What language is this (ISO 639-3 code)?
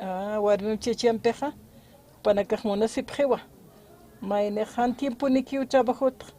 aym